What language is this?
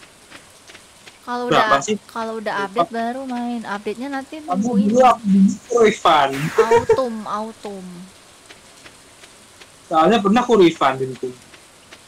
Indonesian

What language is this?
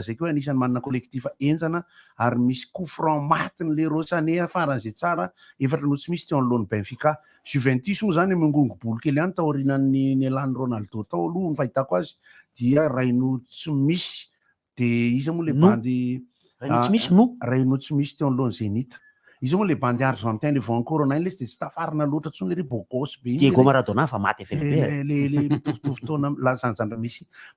Malagasy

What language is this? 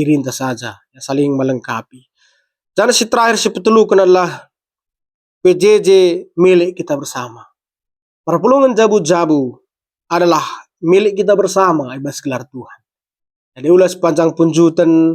Batak Karo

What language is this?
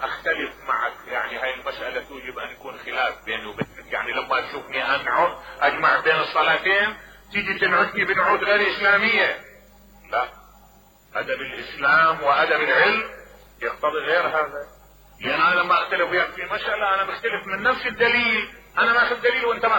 Mesopotamian Arabic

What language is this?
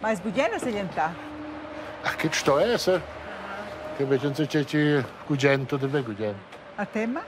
Romansh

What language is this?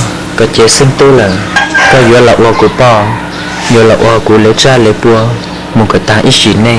Hmong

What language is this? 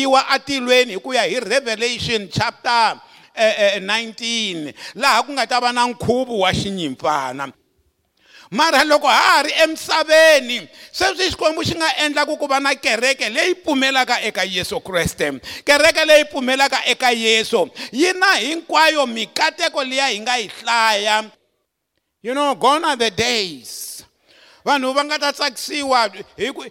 Tsonga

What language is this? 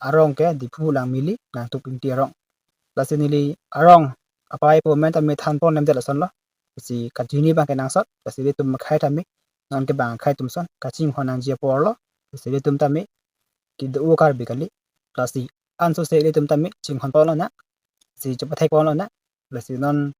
Karbi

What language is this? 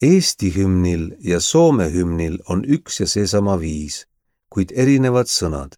Estonian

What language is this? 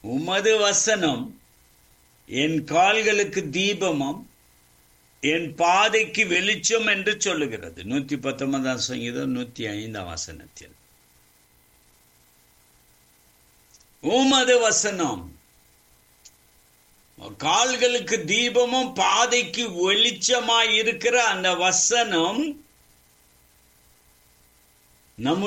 Tamil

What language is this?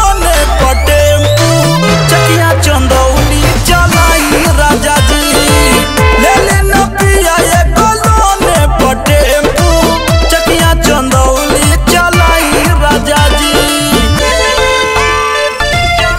Bhojpuri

